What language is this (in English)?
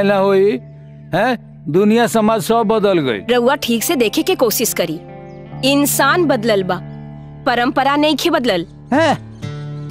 Bhojpuri